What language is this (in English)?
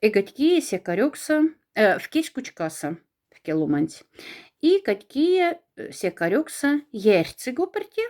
Moksha